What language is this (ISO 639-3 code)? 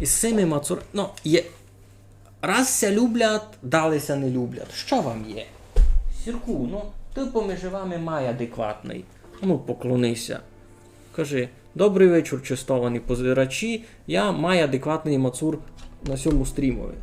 rue